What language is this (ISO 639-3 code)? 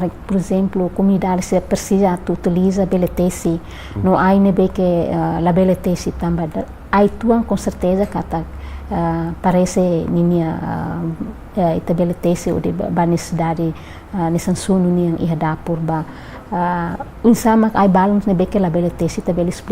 tet